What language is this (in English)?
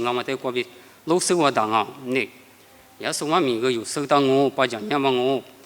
Lisu